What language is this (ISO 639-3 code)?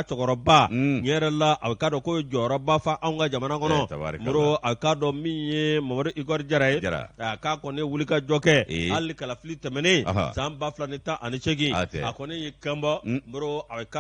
bam